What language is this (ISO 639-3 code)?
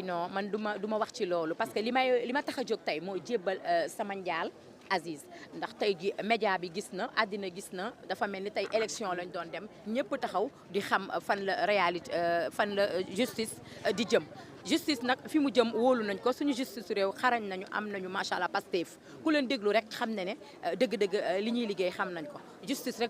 wol